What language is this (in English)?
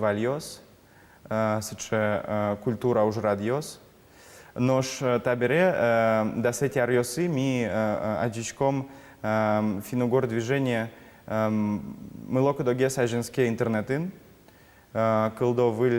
Udmurt